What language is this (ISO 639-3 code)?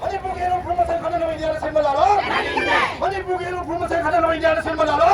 mni